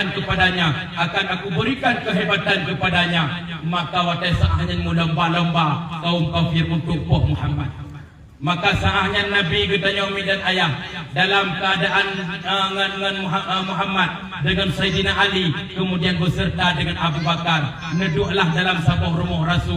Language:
Achinese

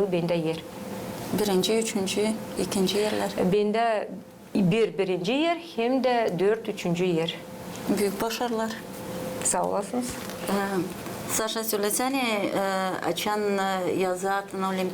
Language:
Gagauz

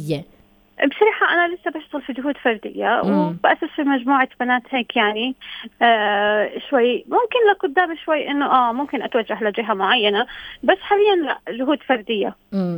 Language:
North Levantine Arabic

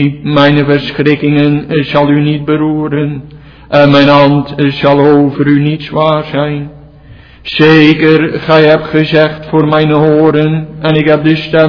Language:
Dutch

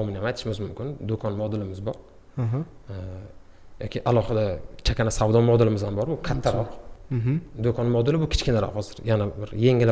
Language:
Uzbek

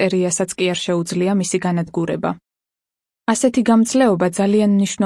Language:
Georgian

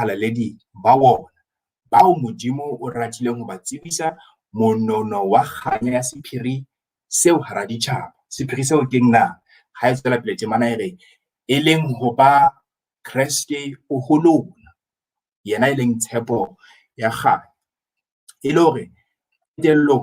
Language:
Southern Sotho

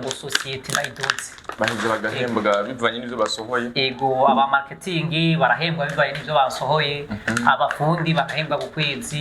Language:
Rundi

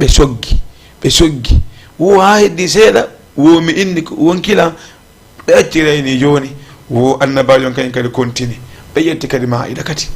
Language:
Fula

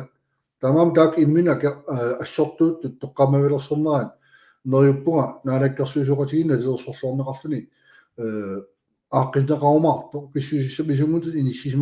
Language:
Kalaallisut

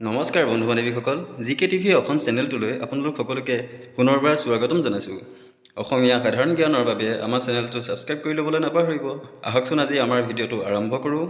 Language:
Assamese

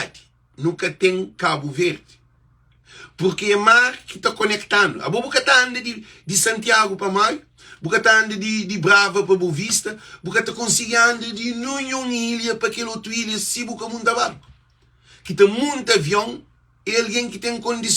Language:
Kabuverdianu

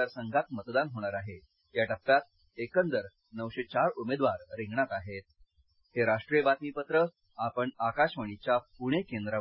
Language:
Marathi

